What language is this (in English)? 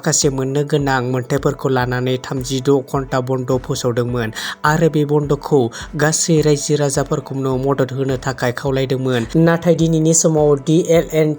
Bodo